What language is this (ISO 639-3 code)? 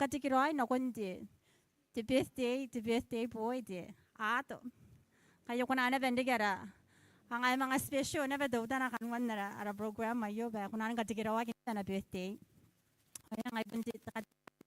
gil